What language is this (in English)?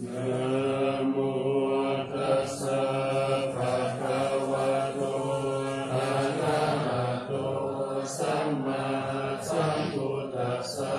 Pali